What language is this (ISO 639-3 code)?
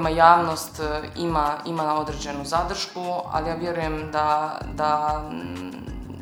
hrv